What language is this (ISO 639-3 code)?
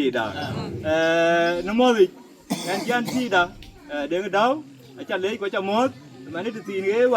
din